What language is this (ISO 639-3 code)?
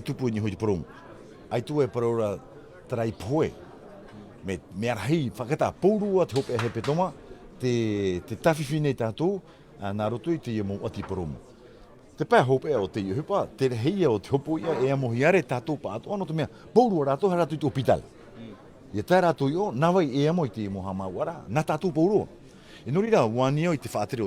tah